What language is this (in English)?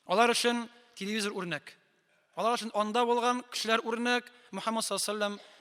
Tatar